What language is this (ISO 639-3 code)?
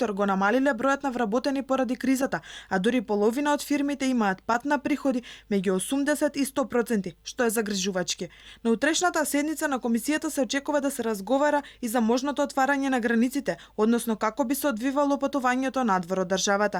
mkd